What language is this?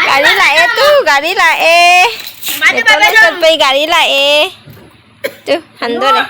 Manipuri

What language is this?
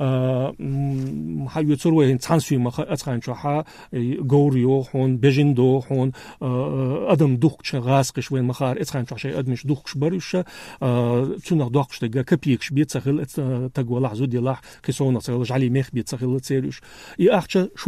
Chechen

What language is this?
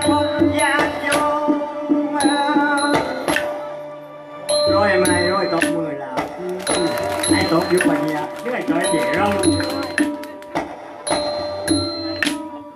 Thai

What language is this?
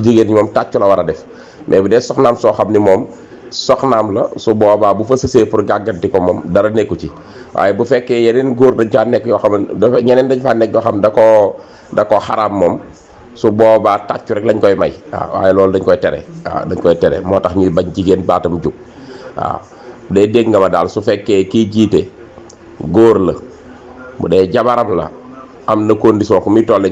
Wolof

